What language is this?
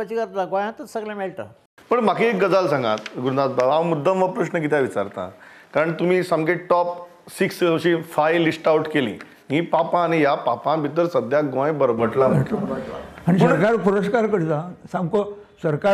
Konkani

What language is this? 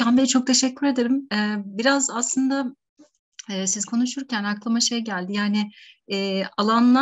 Turkish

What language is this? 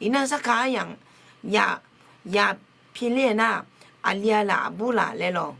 Akha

